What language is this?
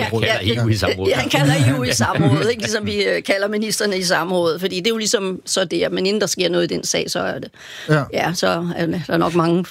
Danish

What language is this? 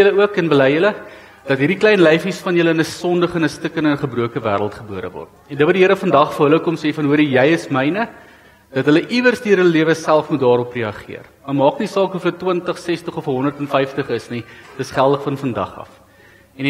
Afrikaans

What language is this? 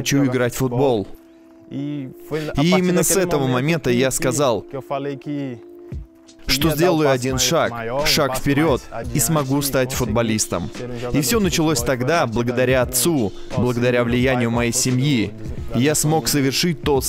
Russian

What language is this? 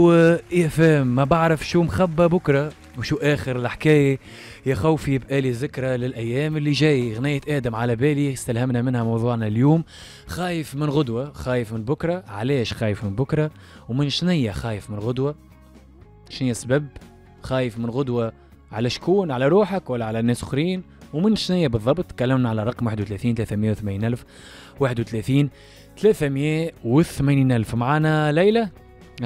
Tunisian Arabic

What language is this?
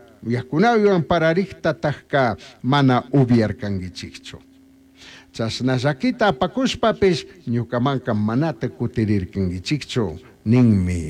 Chimborazo Highland Quichua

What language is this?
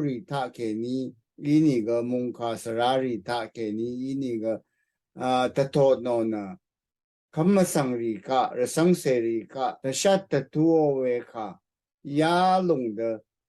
Rawang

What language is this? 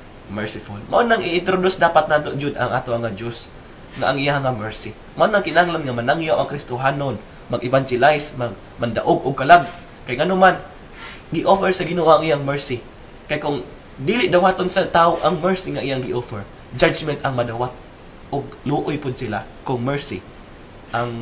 Cebuano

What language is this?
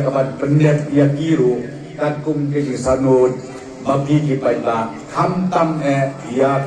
Khasi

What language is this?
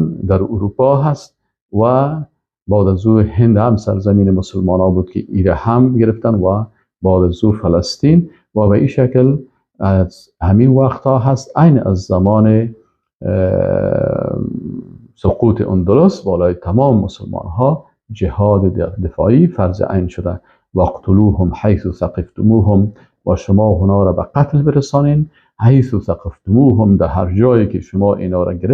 Persian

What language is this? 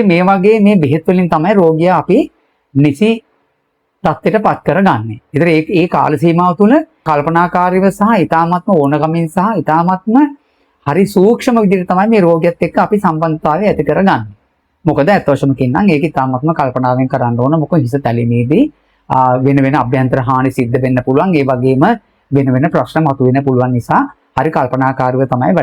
Sinhala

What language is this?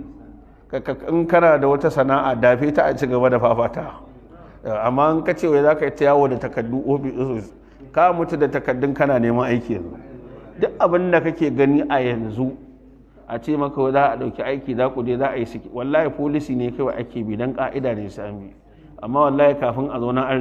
Hausa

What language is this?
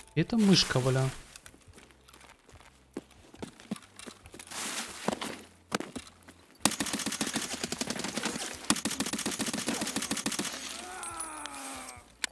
Russian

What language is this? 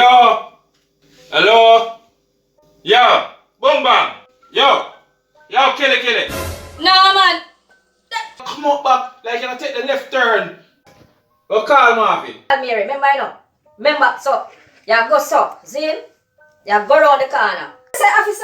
Jamaican Creole English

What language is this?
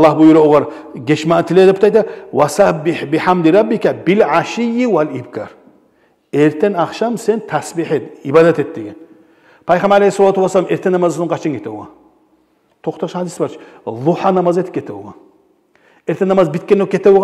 Kumyk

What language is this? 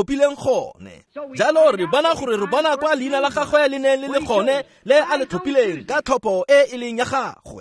Tswana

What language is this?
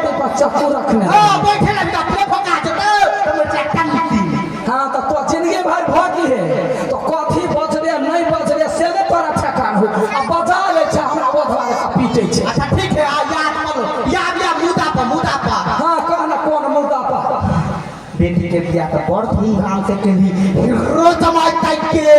Maithili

